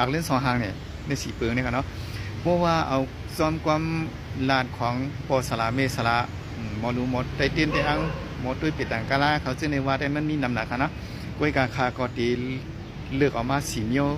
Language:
Shan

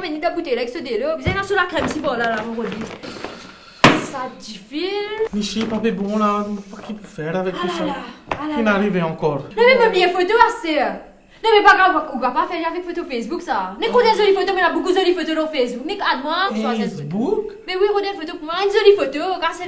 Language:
Morisyen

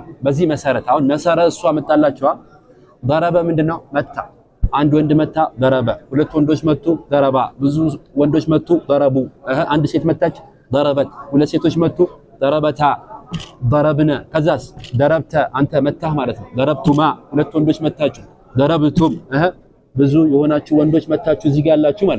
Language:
Amharic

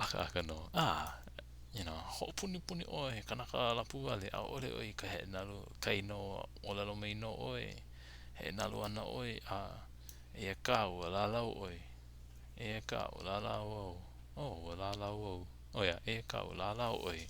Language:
Hawaiian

